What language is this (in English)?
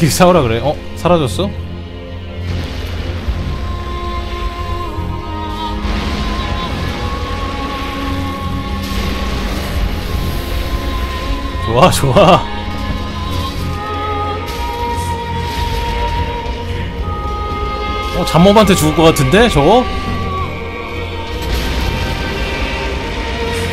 Korean